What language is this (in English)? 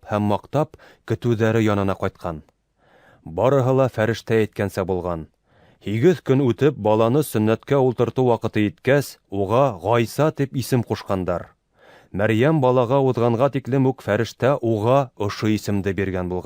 Bashkir